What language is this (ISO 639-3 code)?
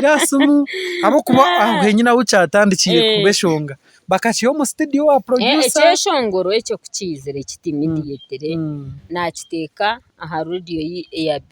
nyn